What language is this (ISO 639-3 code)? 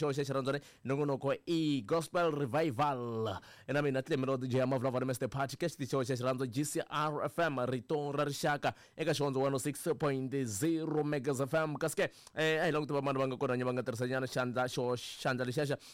tso